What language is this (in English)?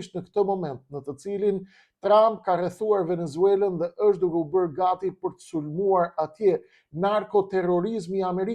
Albanian